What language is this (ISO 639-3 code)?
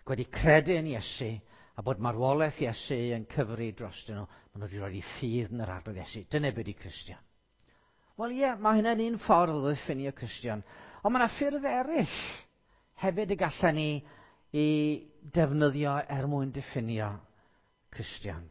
cym